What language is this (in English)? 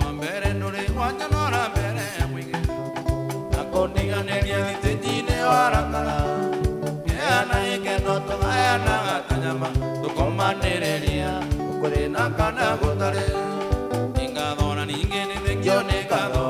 Kikuyu